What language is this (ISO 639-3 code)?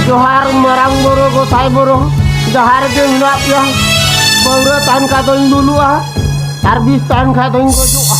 sat